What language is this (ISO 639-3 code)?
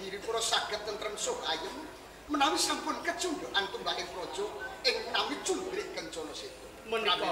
jav